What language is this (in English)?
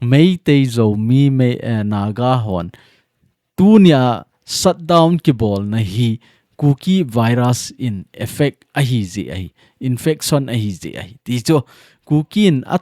Thado Chin